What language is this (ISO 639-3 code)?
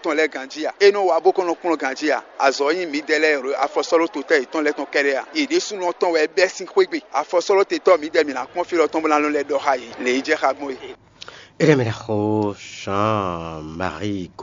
fon